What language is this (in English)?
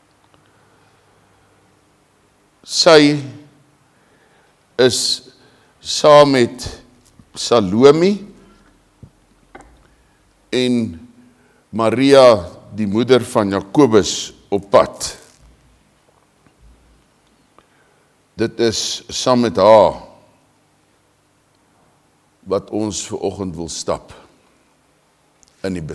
Afrikaans